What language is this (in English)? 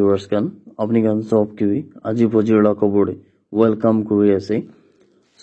Naga Pidgin